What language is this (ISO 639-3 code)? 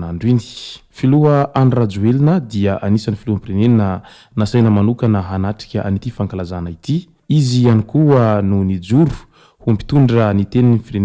mlg